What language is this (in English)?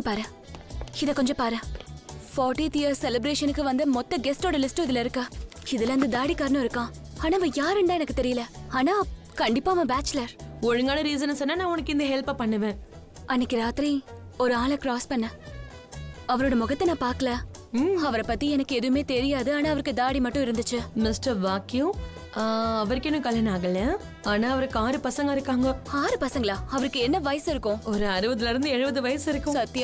Tamil